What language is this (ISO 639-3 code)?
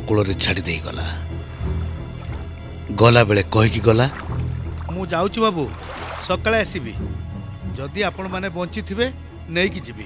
ori